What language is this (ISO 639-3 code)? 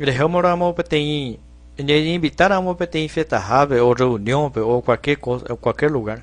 grn